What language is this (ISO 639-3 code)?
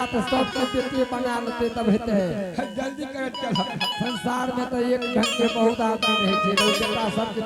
anp